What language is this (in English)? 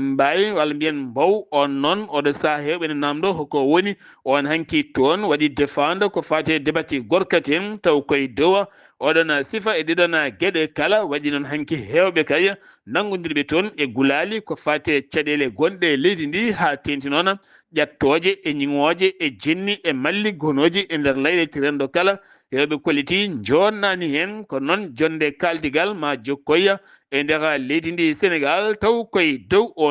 Fula